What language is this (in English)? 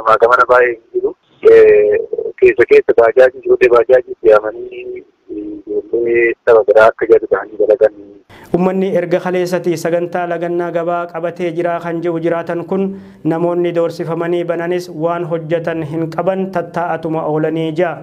Oromo